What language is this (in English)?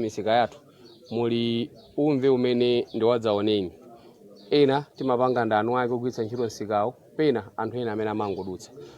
Nyanja